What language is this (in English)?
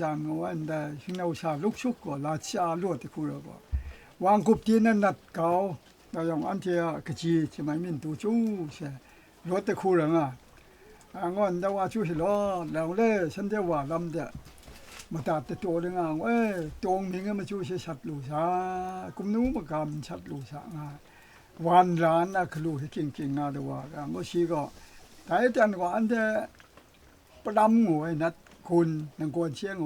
Kachin